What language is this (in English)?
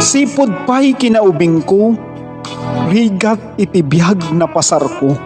Iloko